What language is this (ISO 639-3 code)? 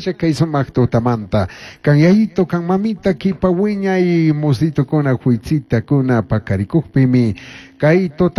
qug